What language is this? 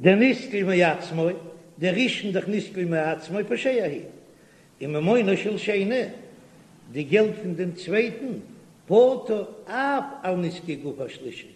Yiddish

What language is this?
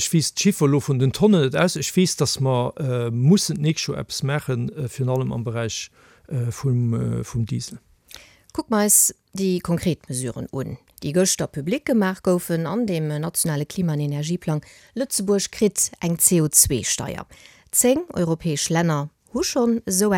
Luxembourgish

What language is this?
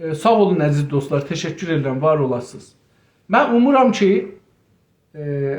South Azerbaijani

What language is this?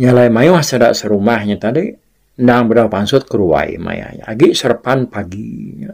Iban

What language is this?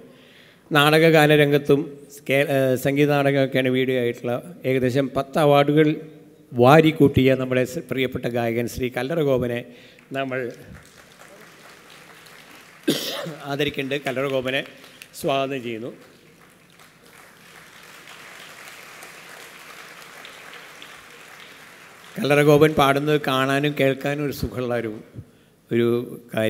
Malayalam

